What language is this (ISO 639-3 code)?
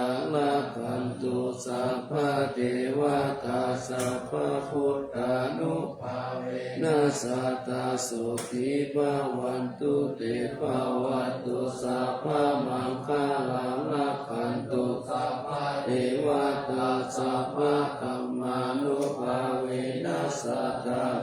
pli